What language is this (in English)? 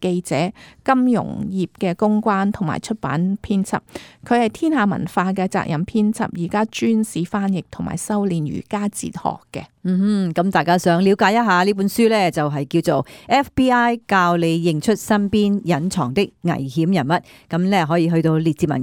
Cantonese